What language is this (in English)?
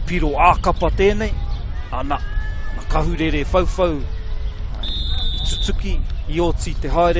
Māori